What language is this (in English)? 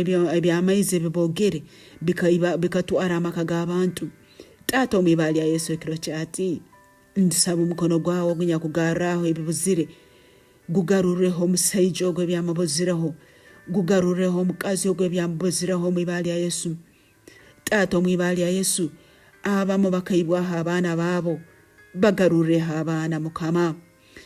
Nyankole